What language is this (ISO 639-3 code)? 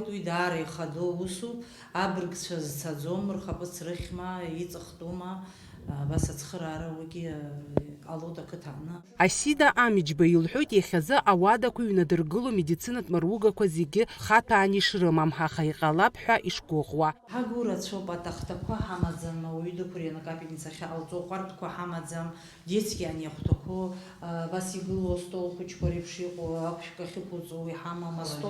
abk